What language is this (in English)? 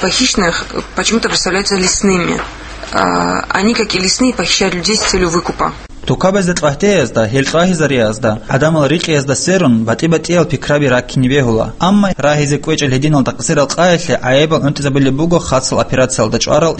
Avaric